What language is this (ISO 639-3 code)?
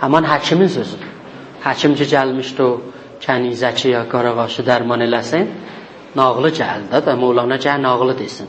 azb